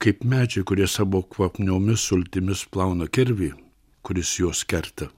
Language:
Lithuanian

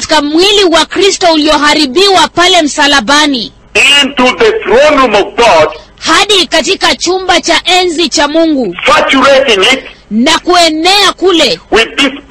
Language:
Swahili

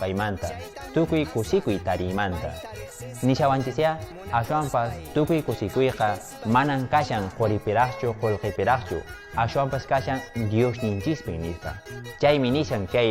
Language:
Quechua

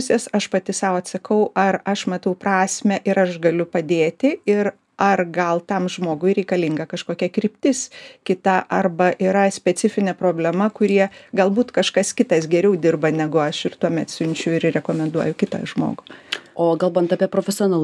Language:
Lithuanian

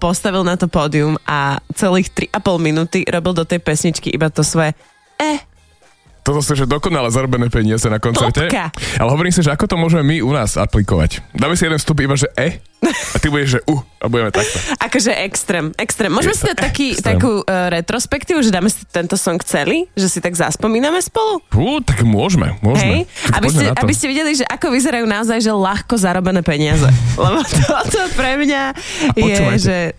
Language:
Slovak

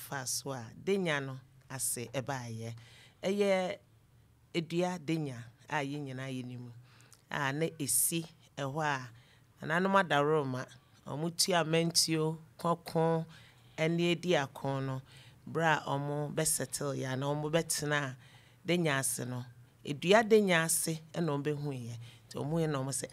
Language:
Akan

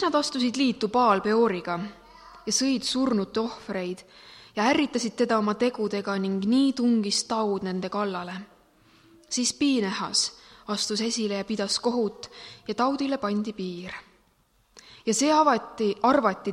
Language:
Estonian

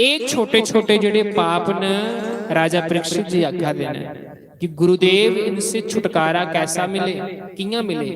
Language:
Dogri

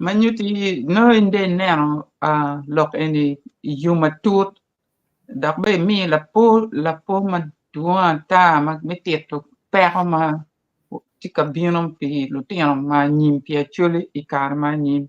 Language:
Acoli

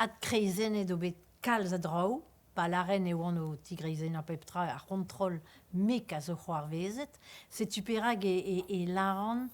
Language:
Breton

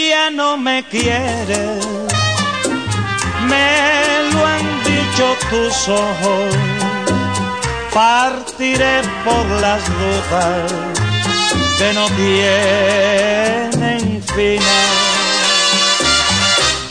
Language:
Spanish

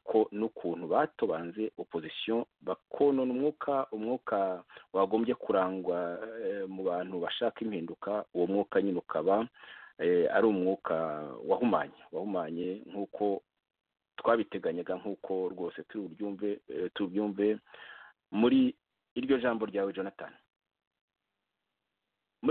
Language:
Kinyarwanda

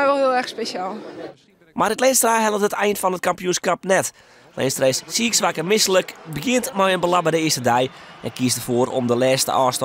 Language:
Western Frisian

